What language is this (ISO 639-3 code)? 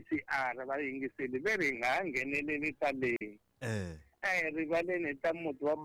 tso